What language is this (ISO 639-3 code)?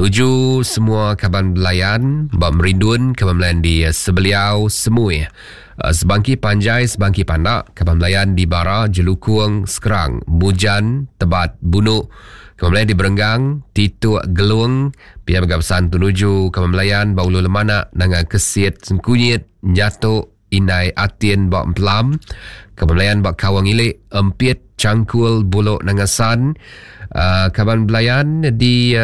iba